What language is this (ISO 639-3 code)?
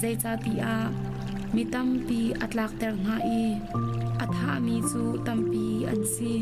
cnh